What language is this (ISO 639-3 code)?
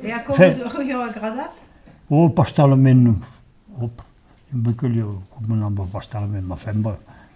oci